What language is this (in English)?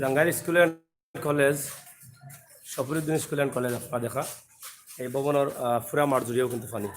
Sylheti